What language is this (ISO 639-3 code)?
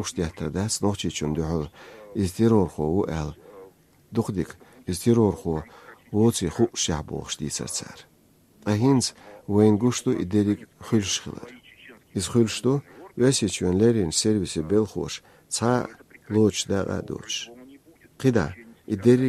che